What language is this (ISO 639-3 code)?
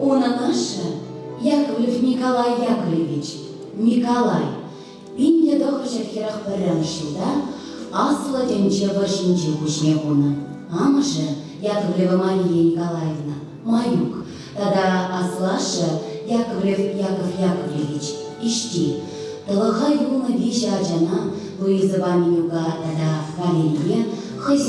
chv